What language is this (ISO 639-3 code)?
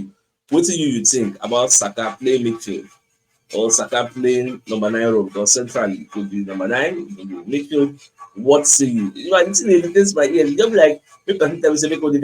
pcm